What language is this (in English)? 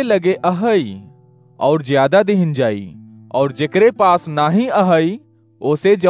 Awadhi